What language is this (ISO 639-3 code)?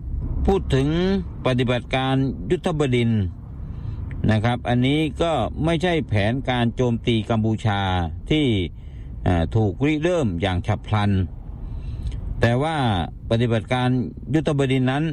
tha